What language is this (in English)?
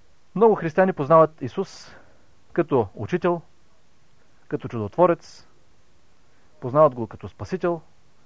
Bulgarian